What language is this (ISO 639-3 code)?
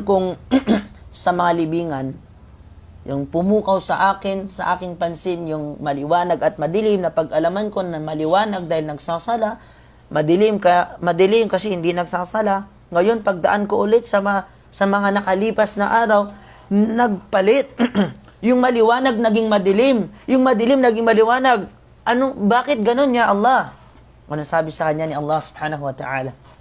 mrw